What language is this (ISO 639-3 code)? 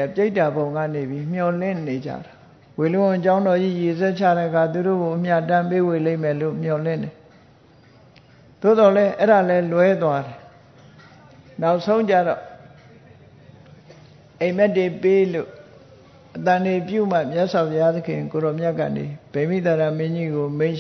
mya